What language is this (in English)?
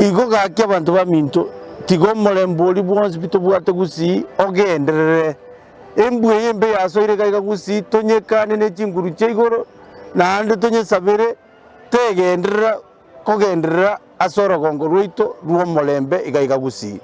Gusii